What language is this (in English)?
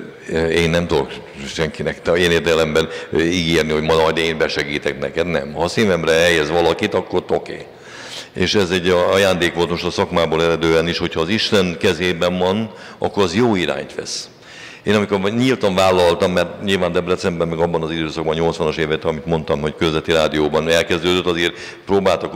Hungarian